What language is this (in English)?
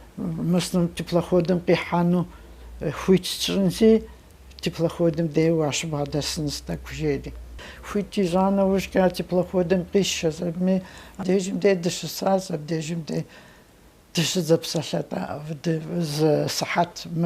Kabardian